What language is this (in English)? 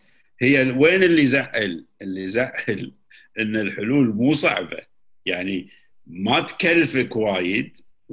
Gulf Arabic